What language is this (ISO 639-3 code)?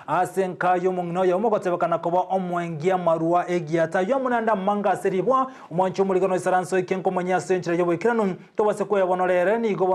guz